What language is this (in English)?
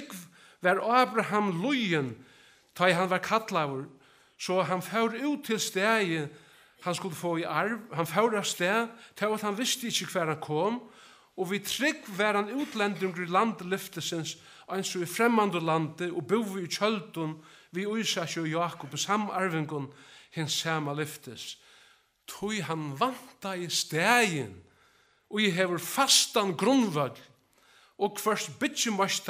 Faroese